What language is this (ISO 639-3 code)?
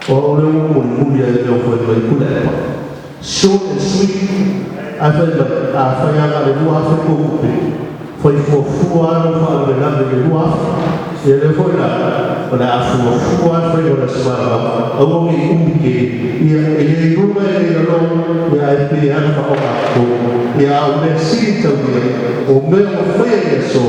smo